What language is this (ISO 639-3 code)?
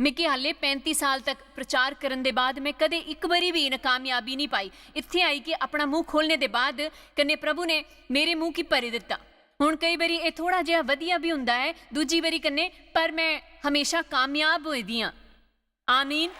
doi